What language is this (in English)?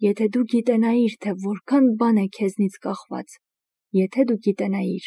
Armenian